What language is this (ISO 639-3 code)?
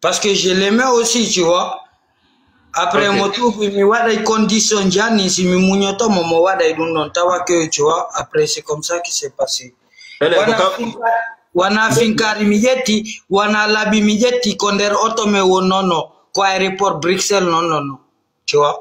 ful